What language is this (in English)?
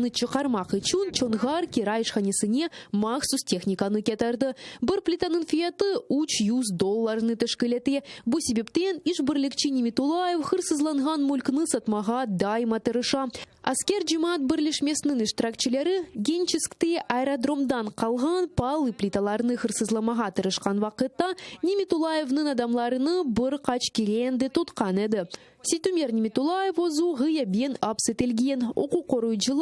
Crimean Tatar